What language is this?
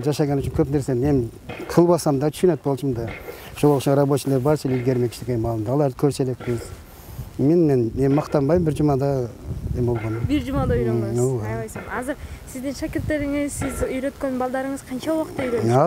Kyrgyz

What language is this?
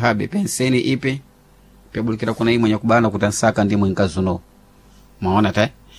Sena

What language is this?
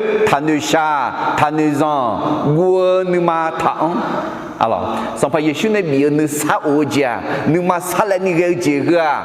Akha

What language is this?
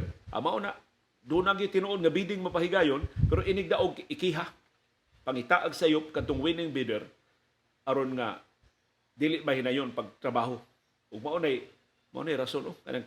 Cebuano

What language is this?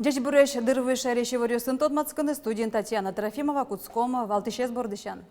Udmurt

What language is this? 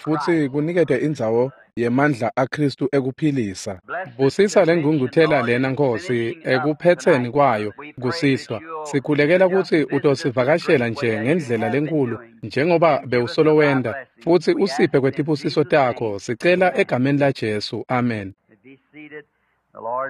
Swati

